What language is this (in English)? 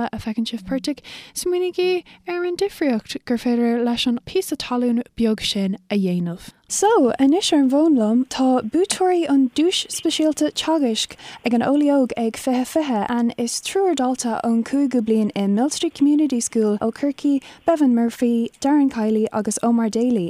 Irish